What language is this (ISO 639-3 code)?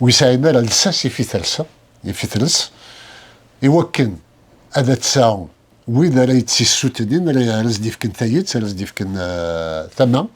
kab